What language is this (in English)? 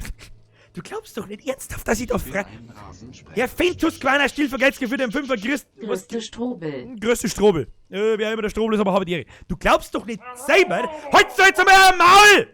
Bavarian